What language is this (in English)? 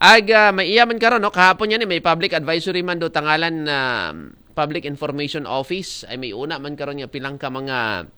Aklanon